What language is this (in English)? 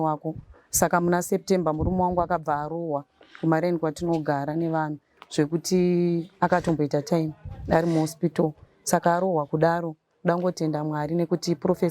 Shona